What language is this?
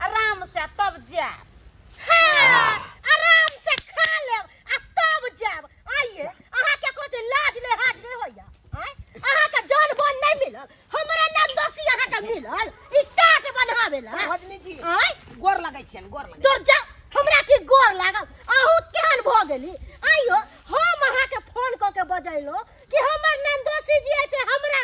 Maithili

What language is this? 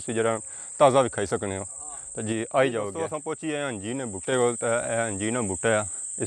Pahari-Potwari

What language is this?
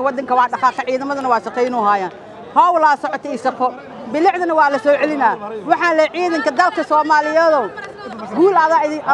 Somali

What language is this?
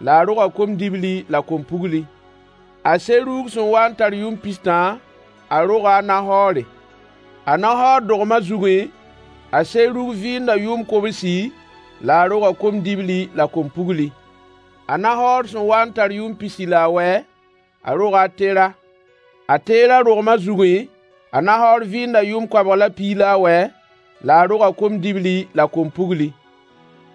Mossi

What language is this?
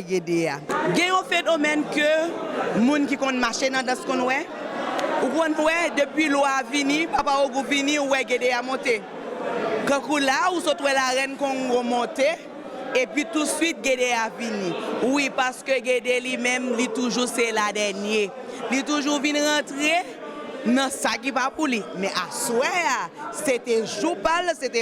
Haitian Creole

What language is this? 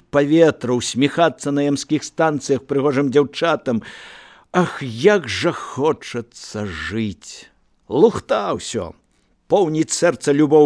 Belarusian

